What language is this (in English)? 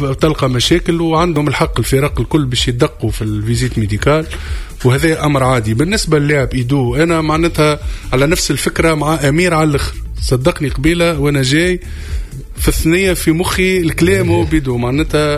Tunisian Arabic